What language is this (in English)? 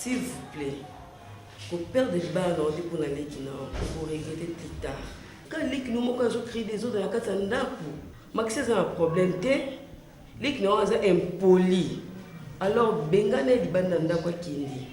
Lingala